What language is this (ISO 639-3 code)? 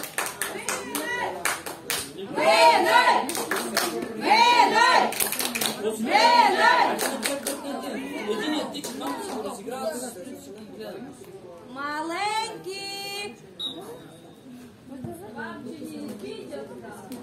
bul